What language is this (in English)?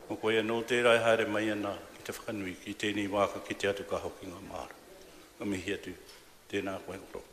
Māori